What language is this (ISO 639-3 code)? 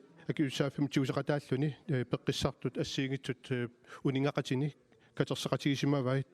kal